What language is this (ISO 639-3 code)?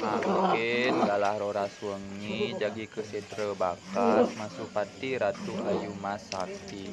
ban